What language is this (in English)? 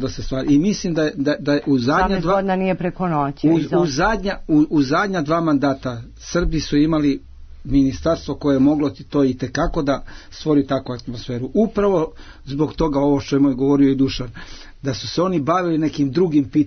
Serbian